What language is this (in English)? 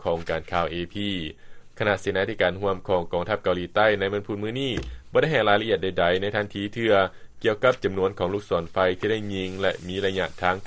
Lao